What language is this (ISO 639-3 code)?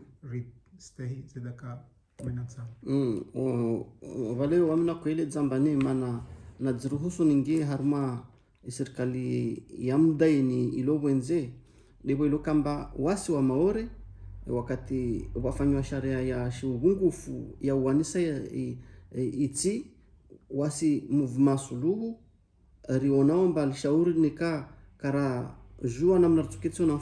zdj